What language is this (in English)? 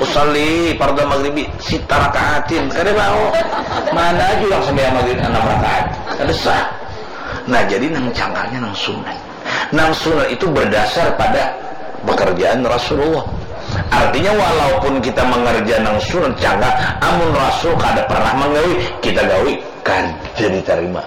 Banjar